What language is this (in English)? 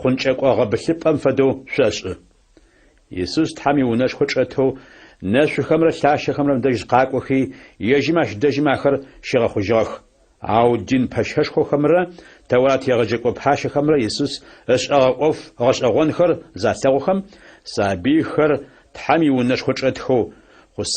Adyghe